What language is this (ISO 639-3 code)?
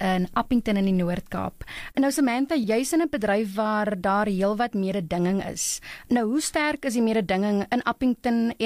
afr